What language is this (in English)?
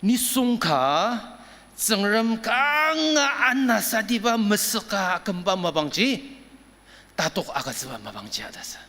Ao Naga